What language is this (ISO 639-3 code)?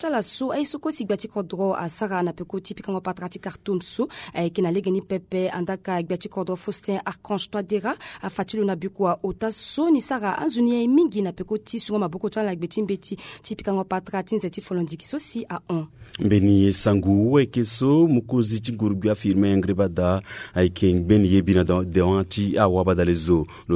sag